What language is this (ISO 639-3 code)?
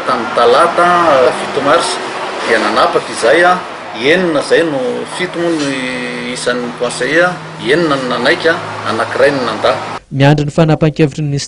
mlg